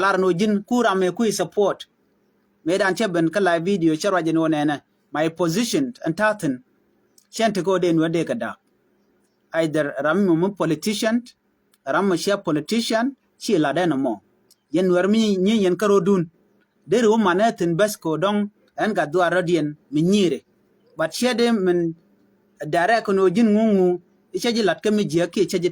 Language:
Nuer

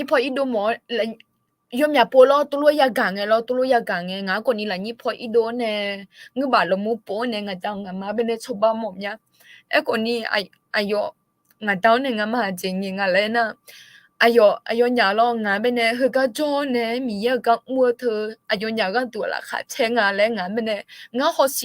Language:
Akha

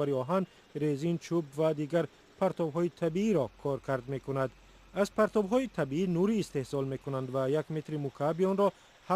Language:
Tajik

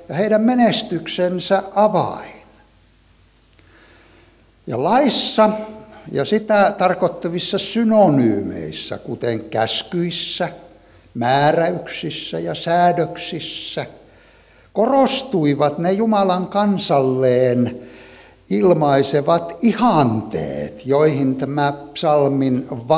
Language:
Finnish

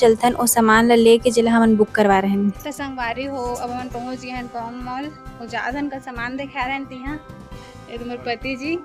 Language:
Chhattisgarhi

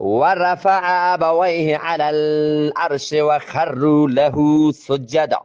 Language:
Eastern Balochi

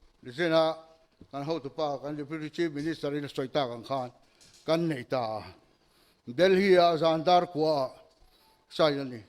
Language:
Mizo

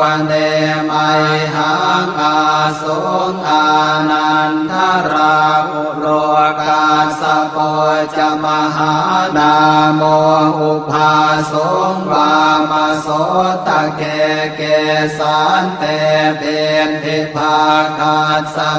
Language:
Pali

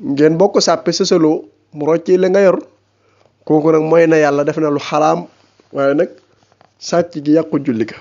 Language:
Wolof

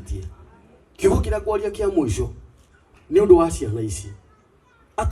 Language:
Kikuyu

